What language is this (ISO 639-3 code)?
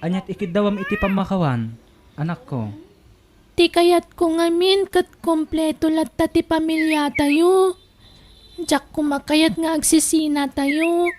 ilo